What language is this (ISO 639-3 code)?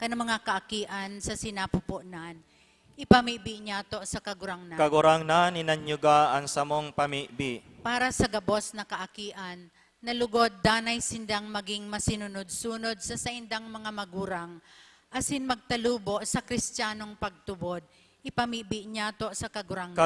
bik